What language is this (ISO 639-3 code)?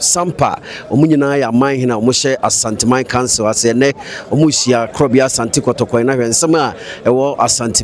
aka